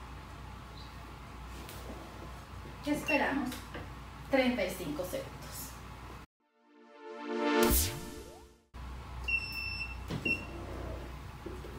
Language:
Spanish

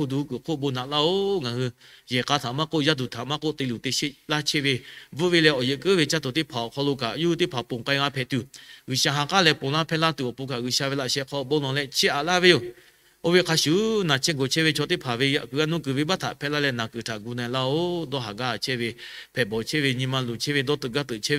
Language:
Lahu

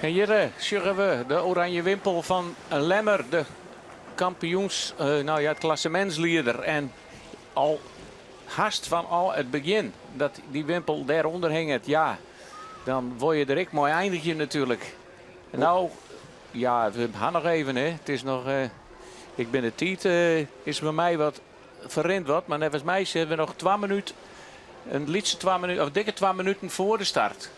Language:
Western Frisian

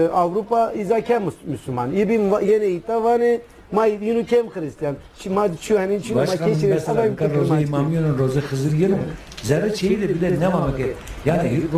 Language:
Zaza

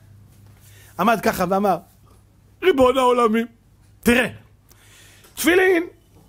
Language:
Hebrew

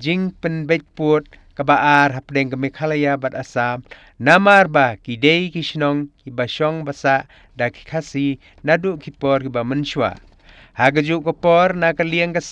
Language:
Khasi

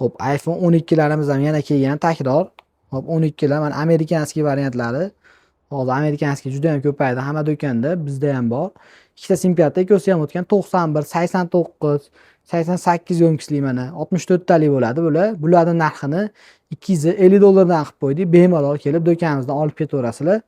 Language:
Uzbek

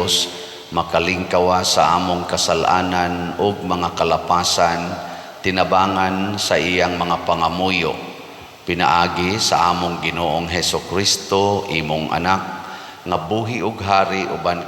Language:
Cebuano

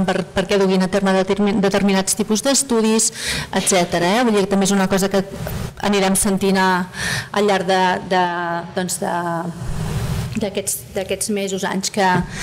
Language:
Catalan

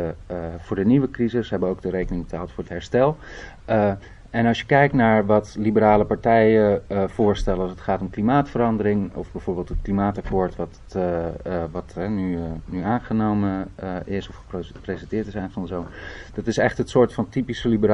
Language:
Dutch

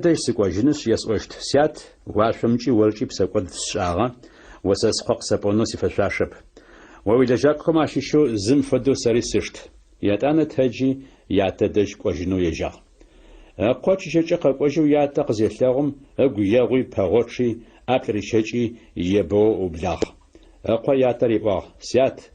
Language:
Adyghe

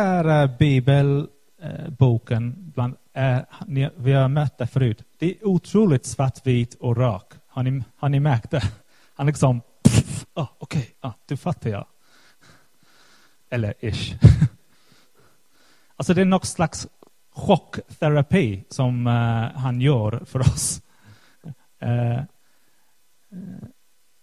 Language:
Swedish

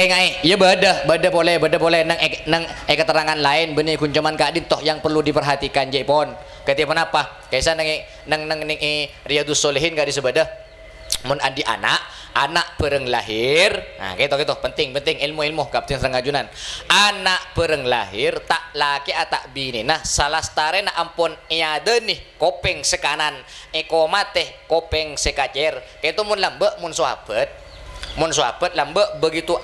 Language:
Madurese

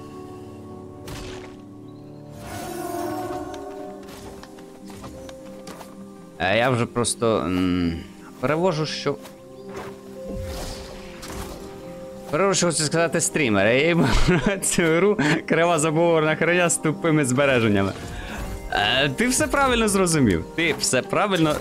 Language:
Ukrainian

